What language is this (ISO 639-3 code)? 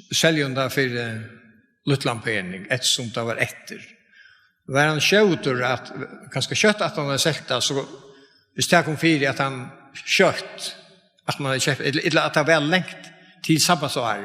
fao